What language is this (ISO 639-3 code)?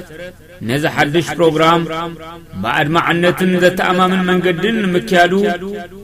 tir